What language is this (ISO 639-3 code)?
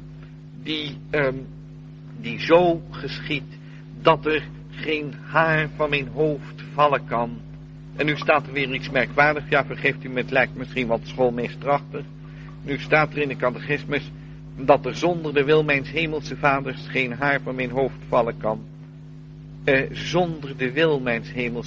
nld